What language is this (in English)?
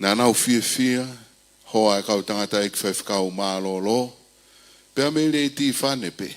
Tongan